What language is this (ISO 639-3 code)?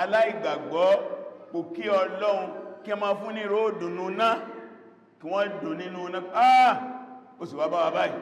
yor